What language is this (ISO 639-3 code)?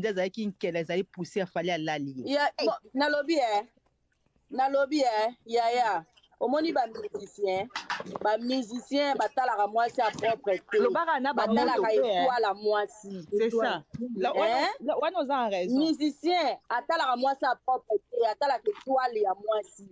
lin